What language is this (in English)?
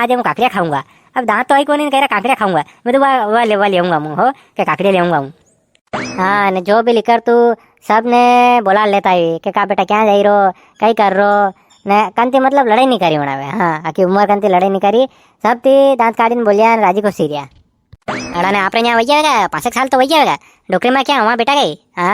Rajasthani